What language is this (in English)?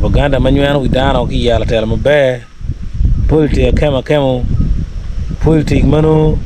Acoli